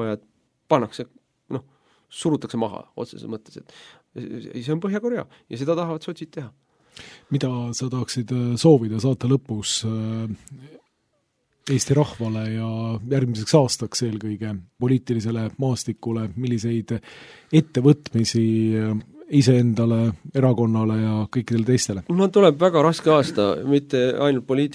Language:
Estonian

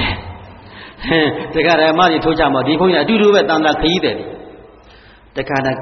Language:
Burmese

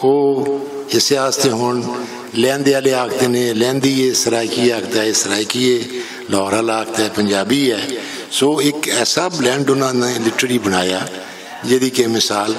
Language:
Western Panjabi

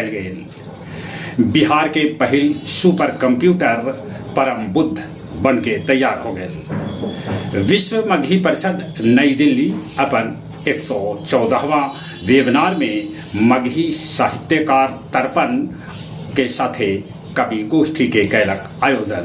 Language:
Magahi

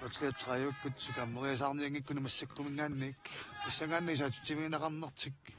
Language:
Kalaallisut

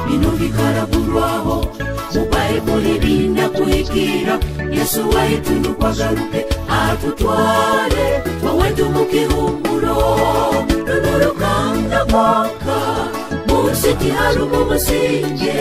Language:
Nyoro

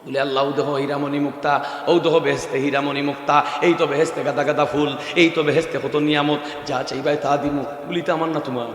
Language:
Sylheti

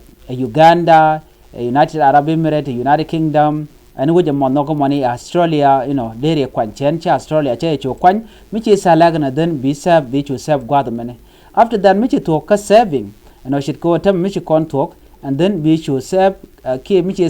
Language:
Nuer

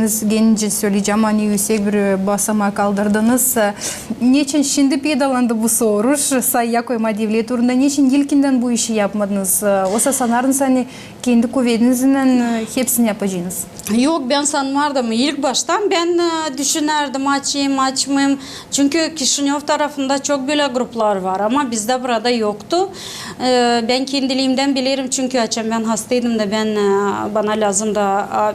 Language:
Gagauz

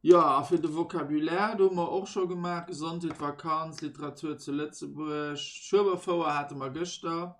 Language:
Luxembourgish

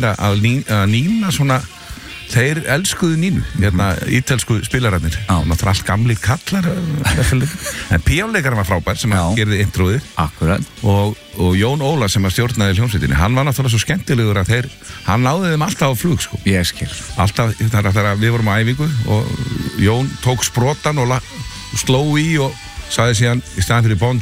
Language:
Icelandic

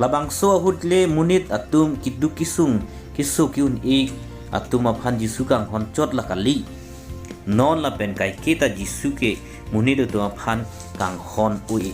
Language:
Karbi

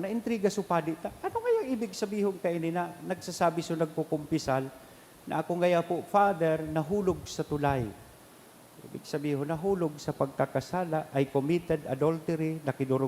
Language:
Bikol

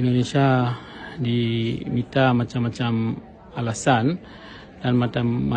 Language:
Achinese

